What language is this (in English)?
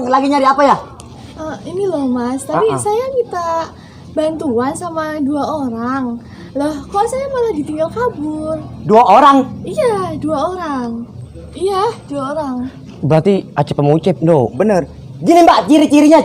Betawi